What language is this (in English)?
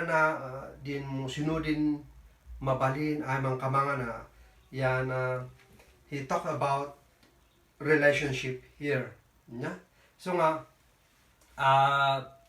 Kankanaey